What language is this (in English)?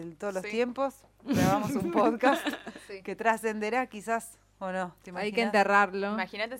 Spanish